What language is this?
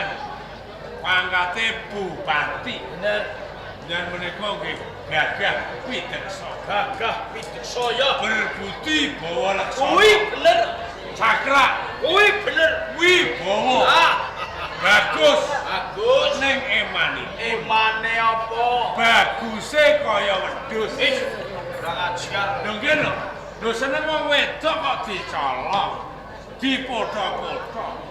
Javanese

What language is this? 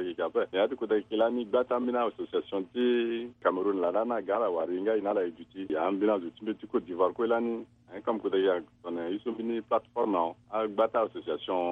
Sango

